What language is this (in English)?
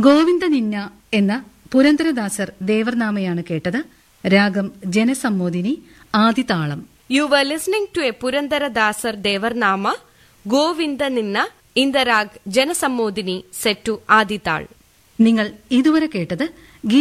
Malayalam